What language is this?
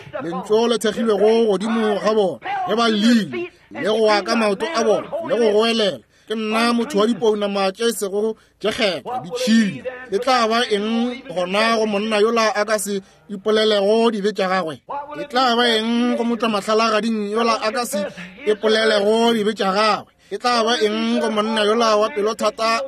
Northern Sotho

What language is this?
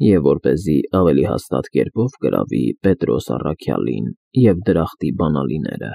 Armenian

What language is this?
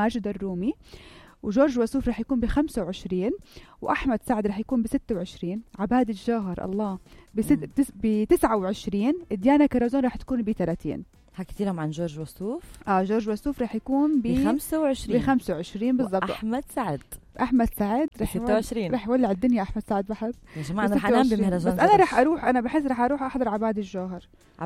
North Levantine Arabic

